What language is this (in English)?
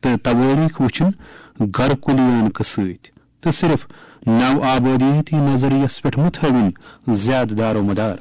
Kashmiri